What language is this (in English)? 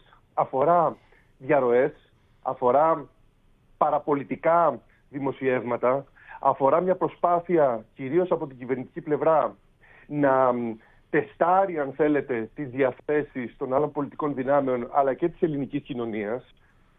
Greek